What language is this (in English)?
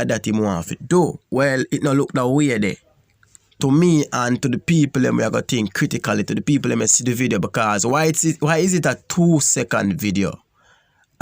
Jamaican Creole English